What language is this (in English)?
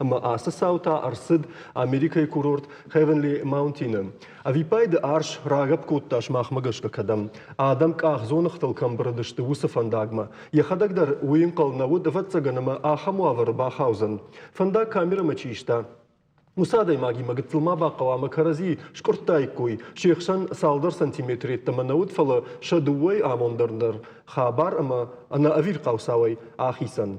Ossetic